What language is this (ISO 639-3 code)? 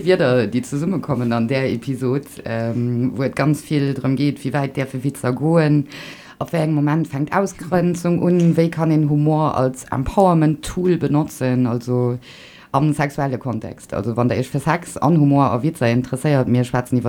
ltz